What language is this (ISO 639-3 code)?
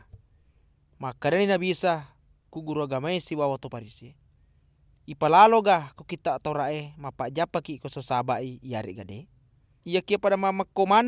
bug